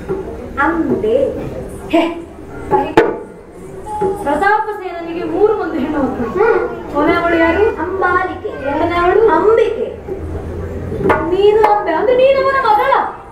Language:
Kannada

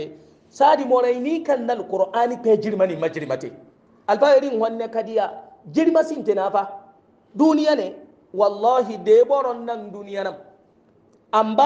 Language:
Hausa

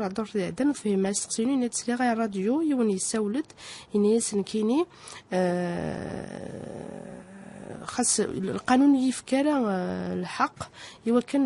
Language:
Kabyle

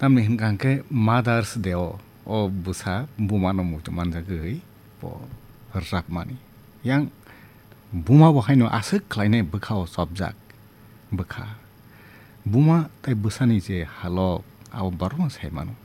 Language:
Kok Borok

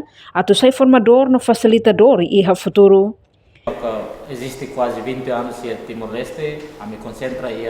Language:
Tetum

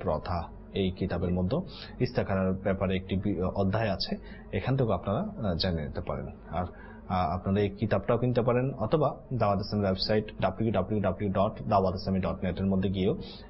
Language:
Bangla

